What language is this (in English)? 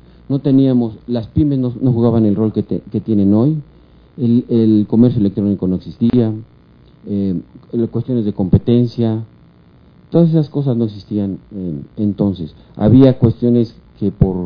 Spanish